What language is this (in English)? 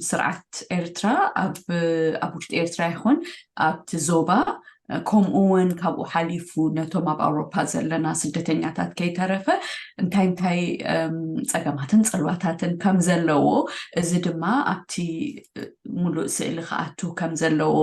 Tigrinya